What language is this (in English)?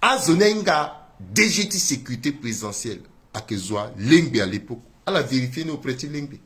Sango